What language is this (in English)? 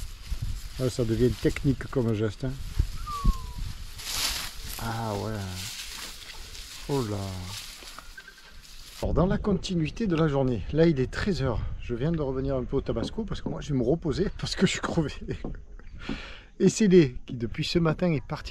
French